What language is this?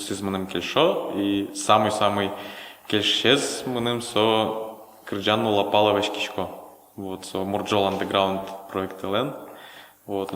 Udmurt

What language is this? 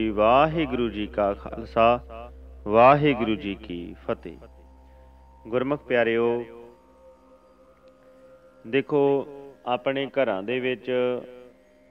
Punjabi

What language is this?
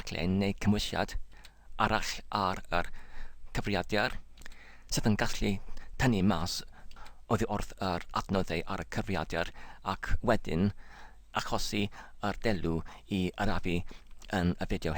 Welsh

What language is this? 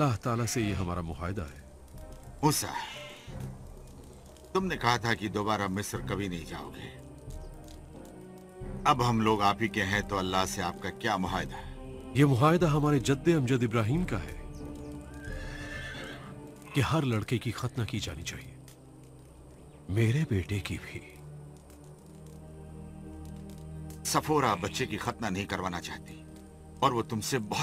Hindi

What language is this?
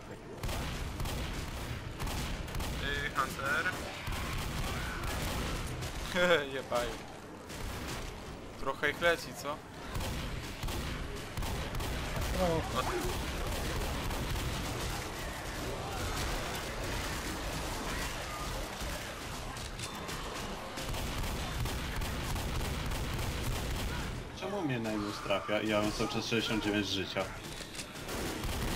Polish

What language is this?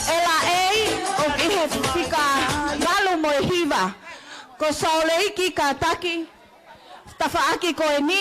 Tongan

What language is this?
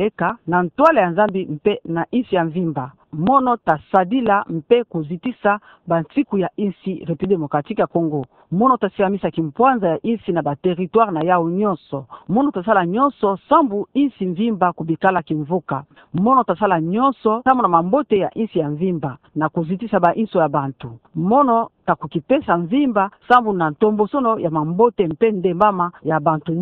Kituba (Democratic Republic of Congo)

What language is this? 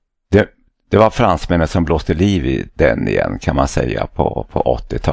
Swedish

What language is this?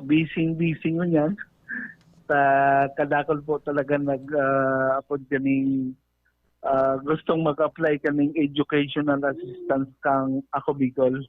Bikol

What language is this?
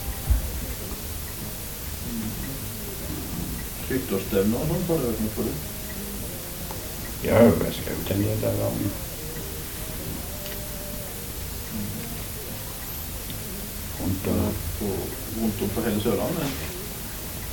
Norwegian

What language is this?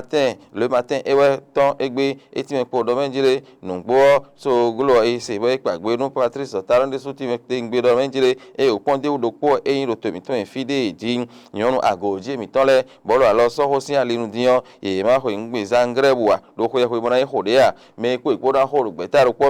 Fon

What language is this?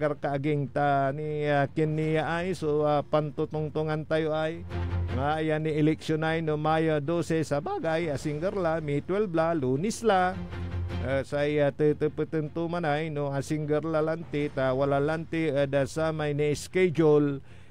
Pangasinan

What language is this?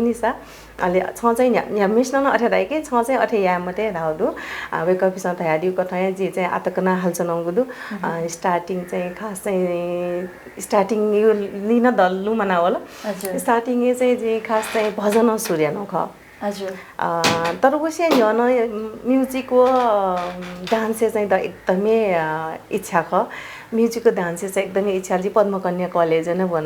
Newari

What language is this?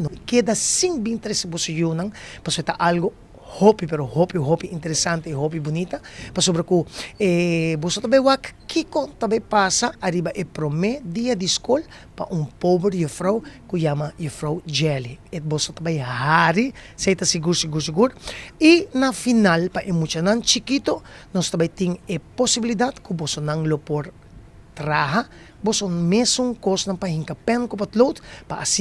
Papiamento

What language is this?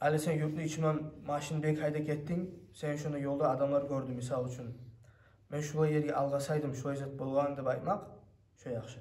Kumyk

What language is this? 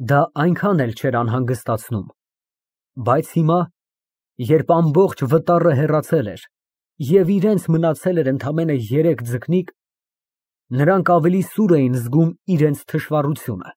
Armenian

